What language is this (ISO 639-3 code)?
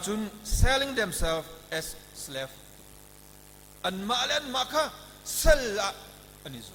cnh